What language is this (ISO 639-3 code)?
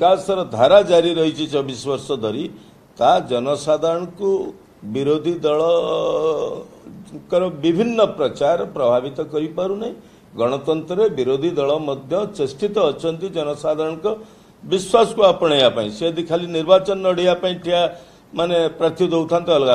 ori